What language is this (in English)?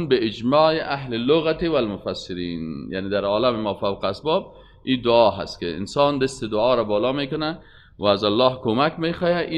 Persian